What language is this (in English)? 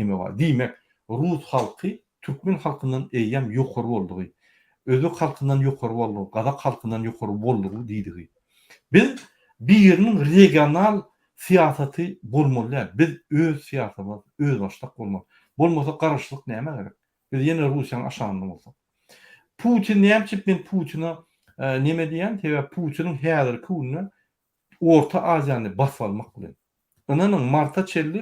Turkmen